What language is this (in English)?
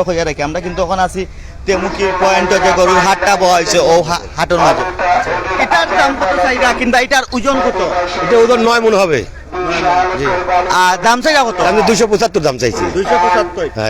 Sylheti